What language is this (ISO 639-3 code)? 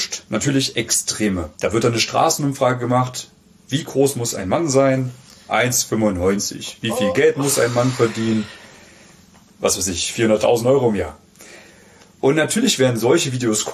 deu